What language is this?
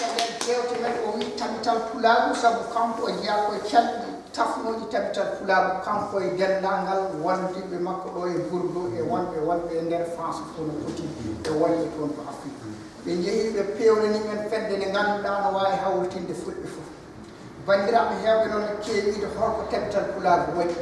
Fula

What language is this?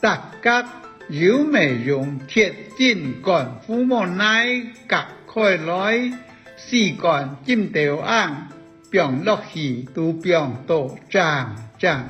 Hakka Chinese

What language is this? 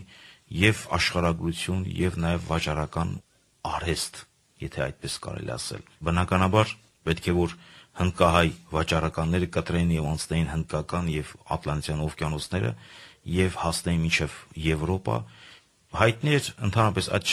Armenian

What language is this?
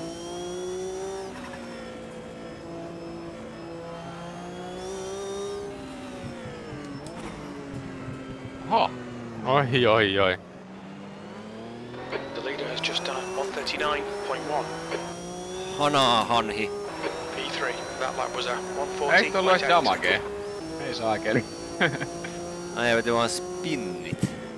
Finnish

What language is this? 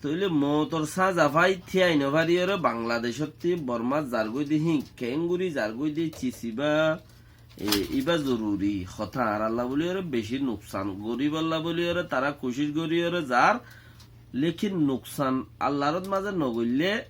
Rohingya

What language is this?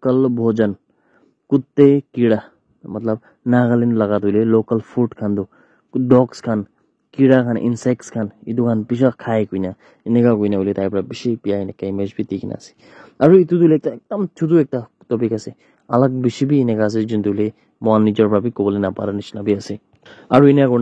Naga Pidgin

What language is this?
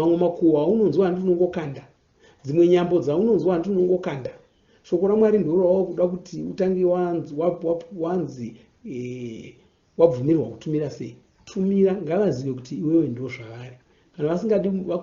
Shona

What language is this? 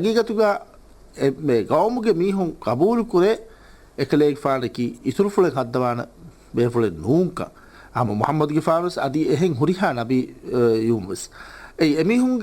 Divehi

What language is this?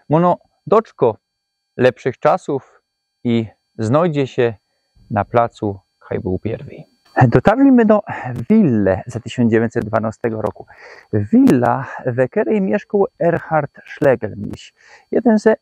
Silesian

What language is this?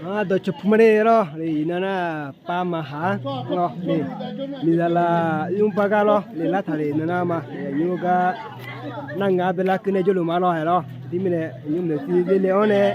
Akha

